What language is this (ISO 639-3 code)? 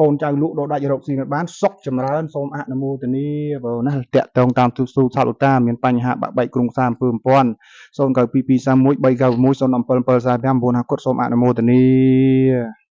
khm